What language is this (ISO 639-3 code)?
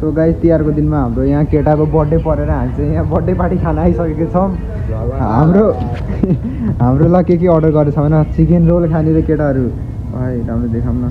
nep